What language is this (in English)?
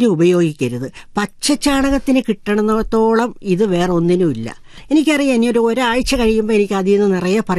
Malayalam